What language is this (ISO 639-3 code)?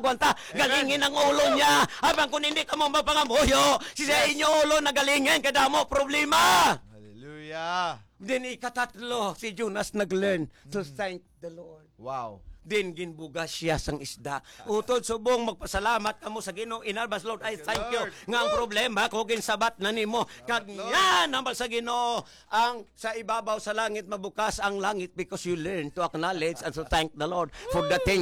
hil